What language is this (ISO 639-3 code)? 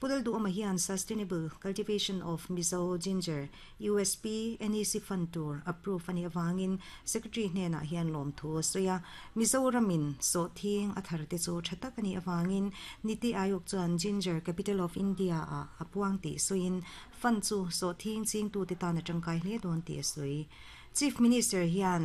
lus